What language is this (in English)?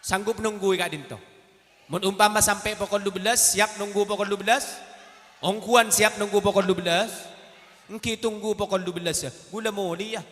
Madurese